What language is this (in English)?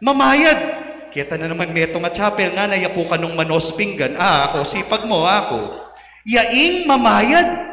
Pampanga